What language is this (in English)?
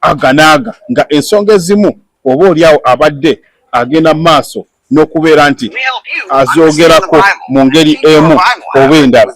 Ganda